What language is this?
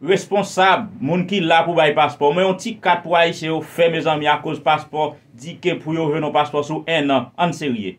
Haitian Creole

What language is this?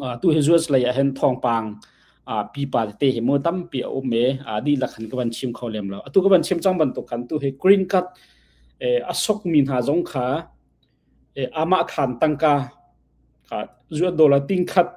Hakha Chin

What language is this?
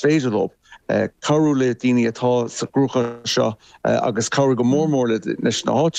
Irish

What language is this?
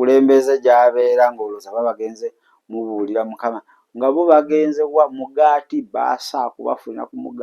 Ganda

